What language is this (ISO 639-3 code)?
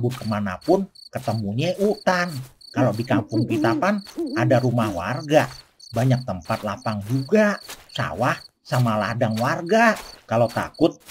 bew